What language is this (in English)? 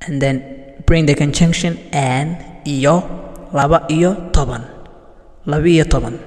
English